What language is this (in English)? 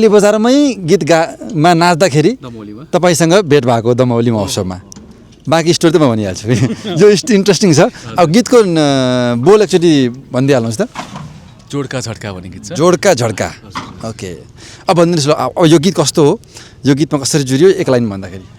Nepali